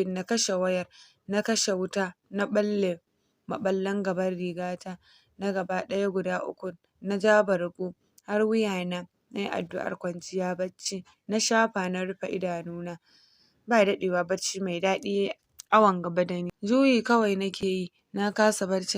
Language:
Hausa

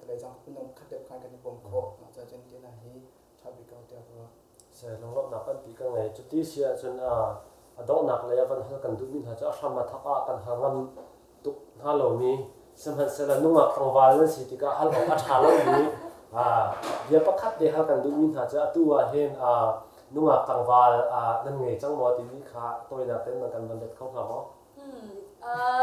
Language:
Hakha Chin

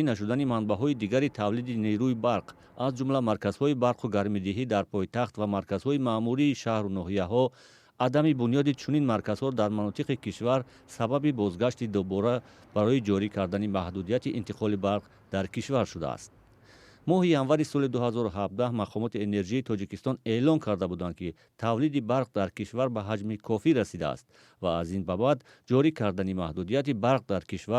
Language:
Tajik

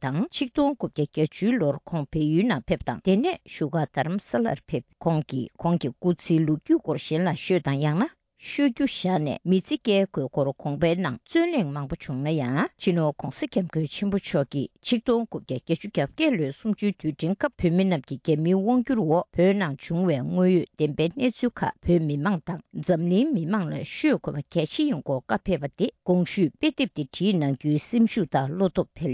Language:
Tibetan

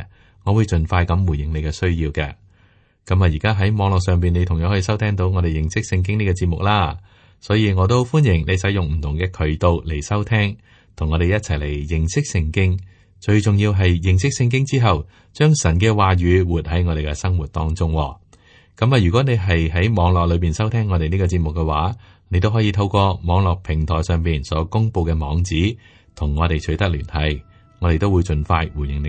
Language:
Cantonese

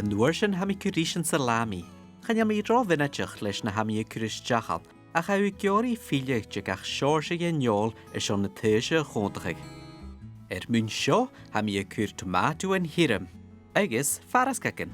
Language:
Scottish Gaelic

